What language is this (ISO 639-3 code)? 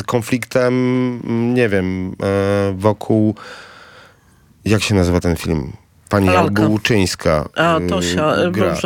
pol